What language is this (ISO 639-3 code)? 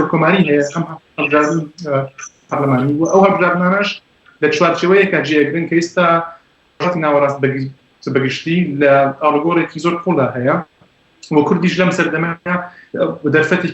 ckb